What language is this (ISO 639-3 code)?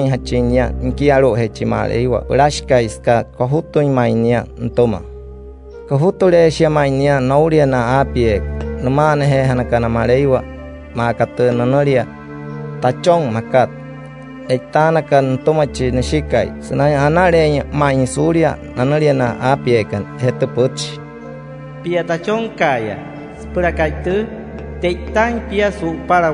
guc